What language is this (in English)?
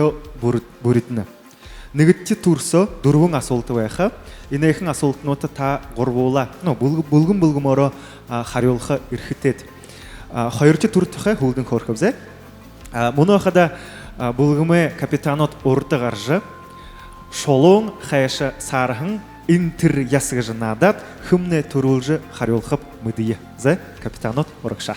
Buriat